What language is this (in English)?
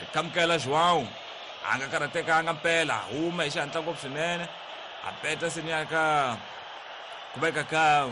Tsonga